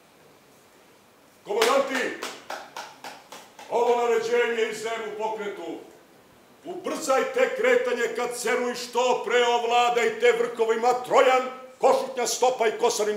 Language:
Serbian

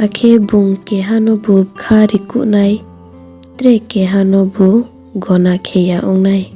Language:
Riang (India)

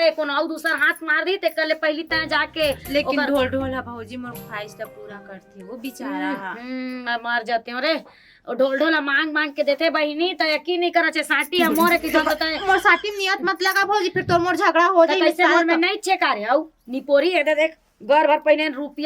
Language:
Chhattisgarhi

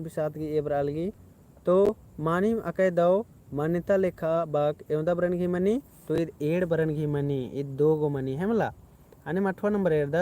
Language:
Kurukh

